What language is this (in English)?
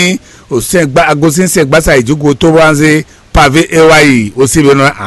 Fon